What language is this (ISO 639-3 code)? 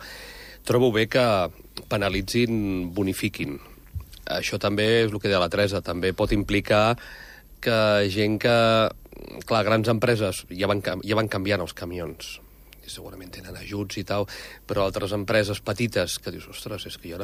cat